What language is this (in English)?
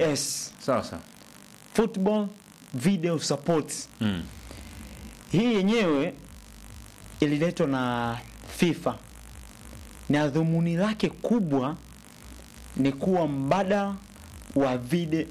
Swahili